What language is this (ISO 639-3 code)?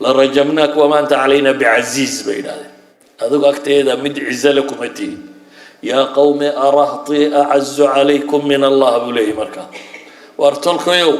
som